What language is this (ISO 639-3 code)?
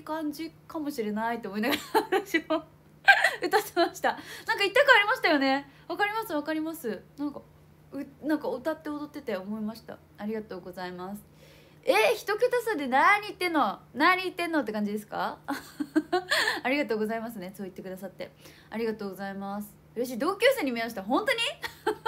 jpn